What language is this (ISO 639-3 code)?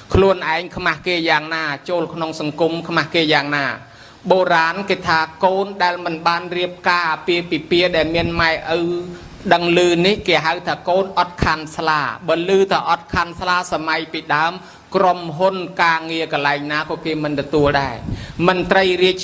khm